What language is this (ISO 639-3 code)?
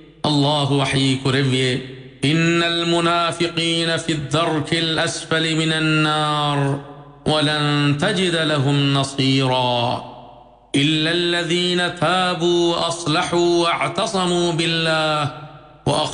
div